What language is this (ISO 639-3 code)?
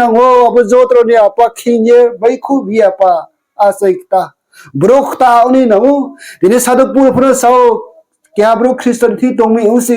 ria